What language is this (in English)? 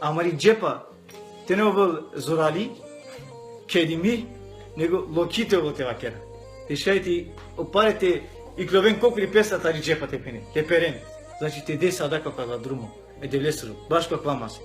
Balkan Romani